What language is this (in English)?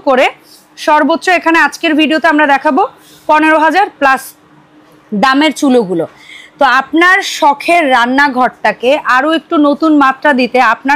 Bangla